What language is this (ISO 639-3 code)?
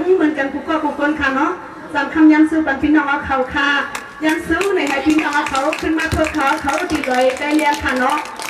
shn